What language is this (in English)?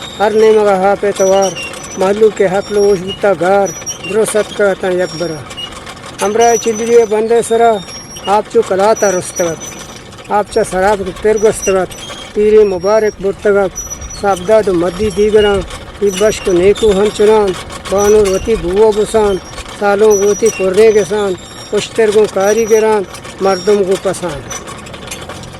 Eastern Balochi